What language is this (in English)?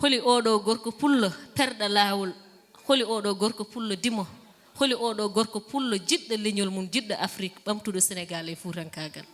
Fula